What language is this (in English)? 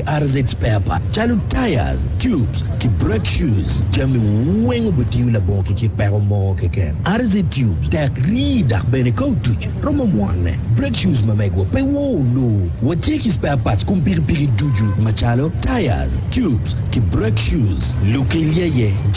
Acoli